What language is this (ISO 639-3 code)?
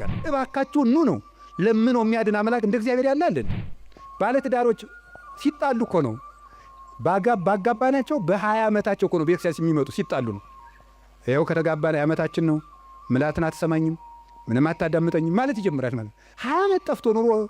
amh